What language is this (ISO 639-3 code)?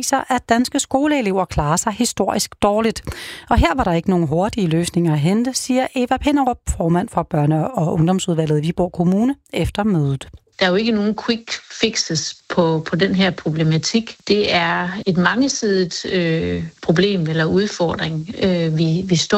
dan